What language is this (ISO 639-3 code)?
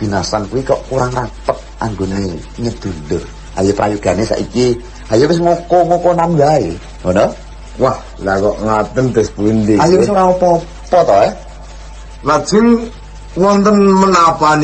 jav